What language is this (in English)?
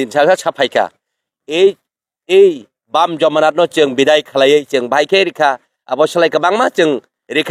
Kok Borok